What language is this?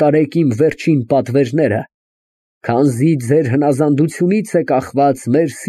Armenian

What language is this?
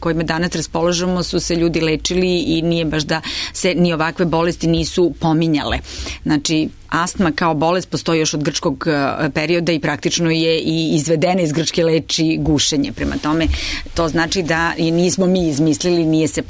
Serbian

